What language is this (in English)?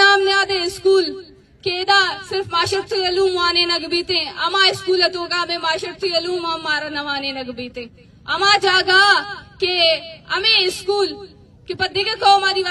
Eastern Balochi